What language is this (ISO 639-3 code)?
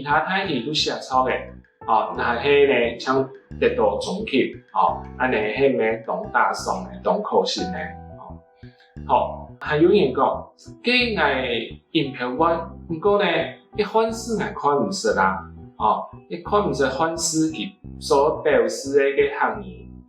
hak